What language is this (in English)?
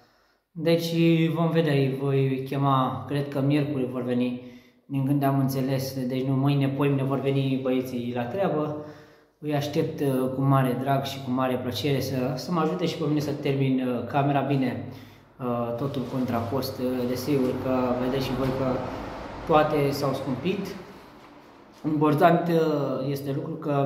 Romanian